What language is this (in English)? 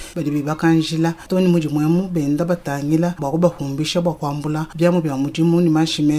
Luba-Lulua